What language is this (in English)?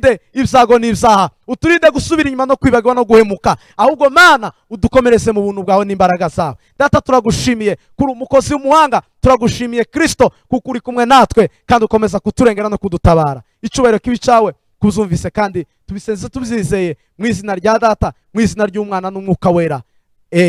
Kinyarwanda